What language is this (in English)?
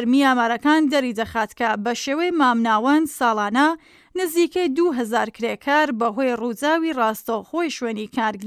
Central Kurdish